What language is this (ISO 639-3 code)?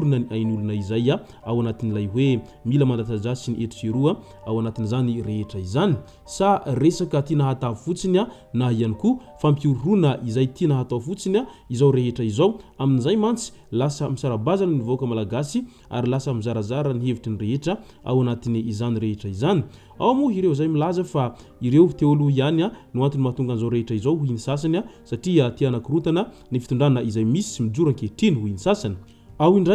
mlg